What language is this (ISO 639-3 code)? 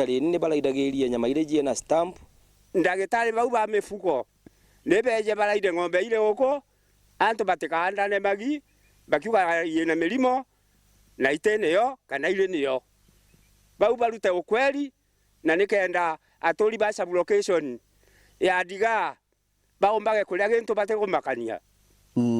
mer